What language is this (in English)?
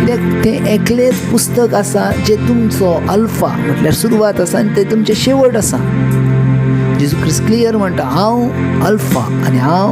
Konkani